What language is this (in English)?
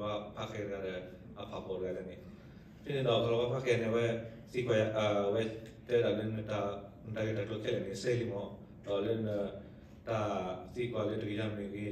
S'gaw Karen